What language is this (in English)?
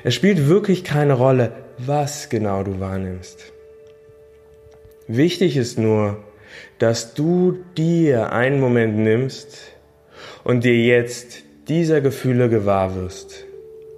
German